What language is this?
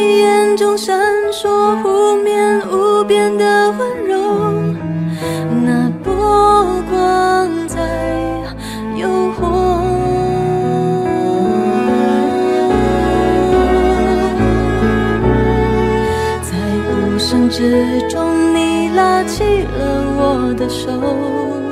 Chinese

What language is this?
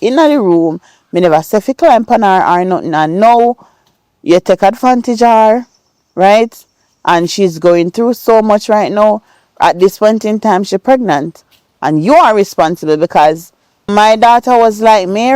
Jamaican Creole English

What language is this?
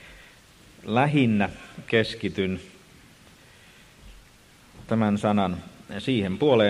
Finnish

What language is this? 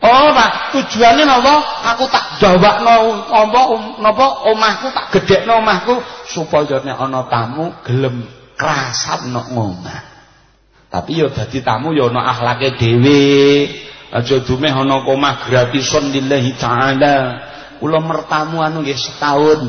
Javanese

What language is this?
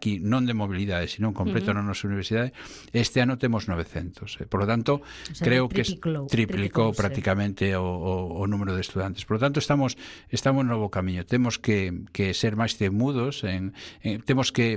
Galician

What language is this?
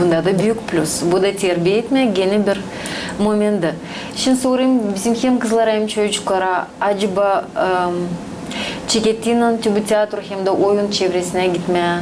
Gagauz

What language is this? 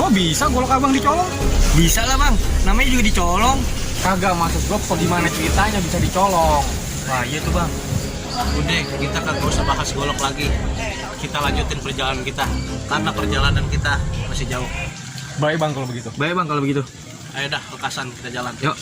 Betawi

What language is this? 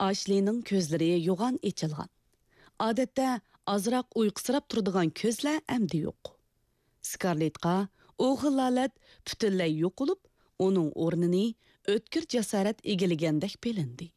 Uyghur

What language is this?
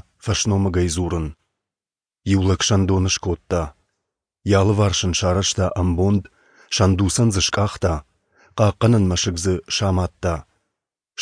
Ossetic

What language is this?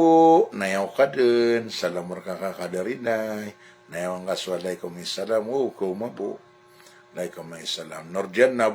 Maranao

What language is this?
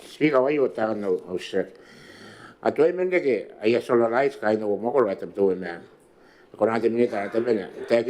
Gilbertese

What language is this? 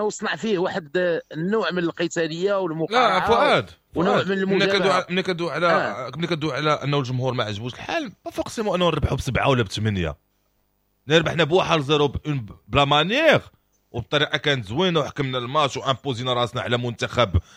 Moroccan Arabic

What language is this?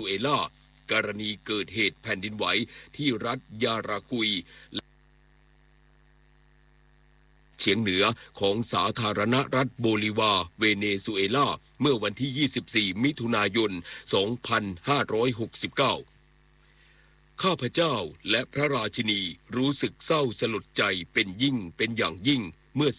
Thai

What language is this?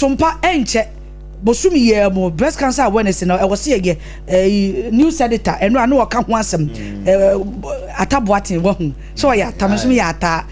Akan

